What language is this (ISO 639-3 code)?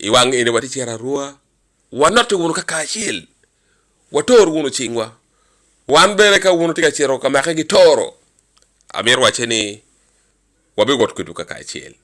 ach